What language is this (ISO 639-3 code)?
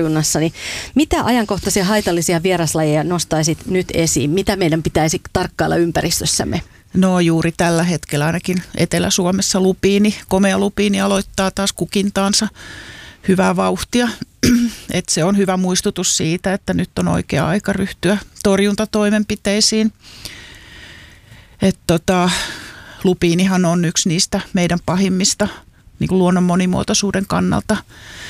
fin